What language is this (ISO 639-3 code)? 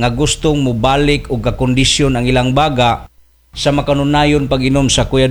ceb